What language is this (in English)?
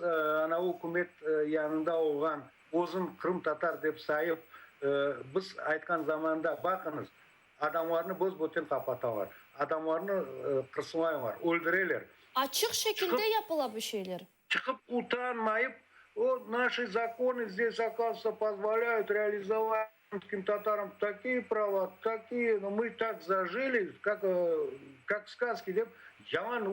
Crimean Tatar